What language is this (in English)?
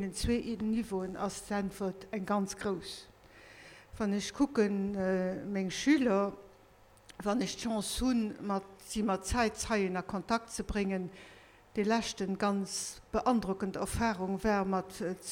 Luxembourgish